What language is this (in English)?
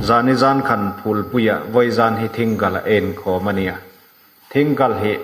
Hmar